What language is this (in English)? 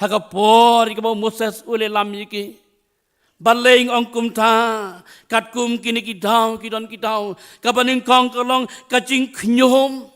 Khasi